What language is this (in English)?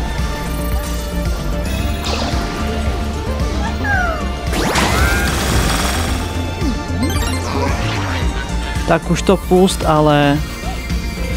Czech